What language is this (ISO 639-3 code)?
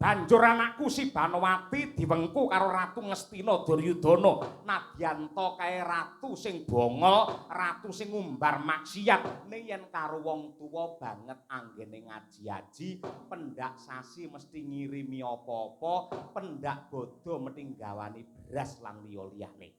jav